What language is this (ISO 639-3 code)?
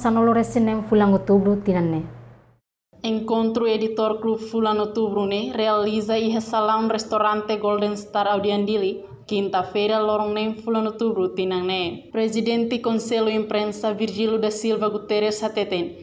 tet